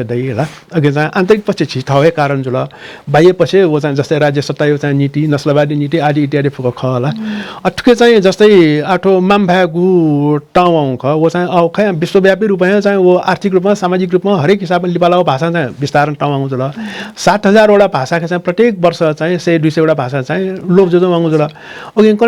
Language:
Newari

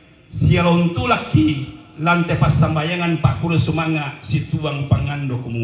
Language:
Toraja-Sa'dan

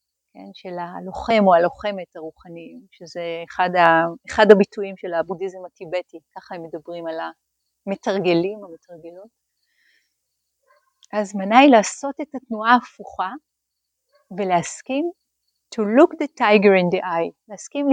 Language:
Hebrew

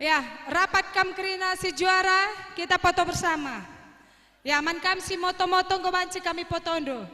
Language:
Batak Karo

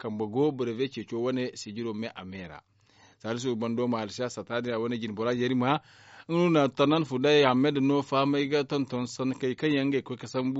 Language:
Zarma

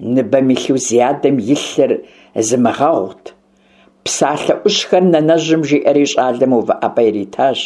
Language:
Kabardian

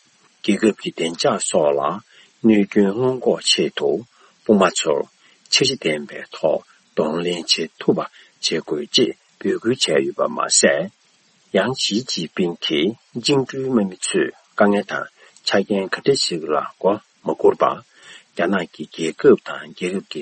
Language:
Tibetan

